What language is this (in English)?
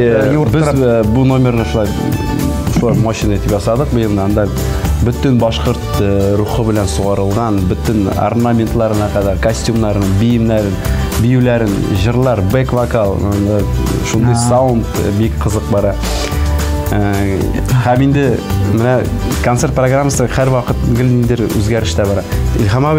Tatar